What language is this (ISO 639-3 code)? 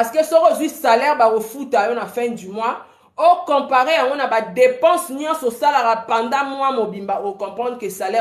lin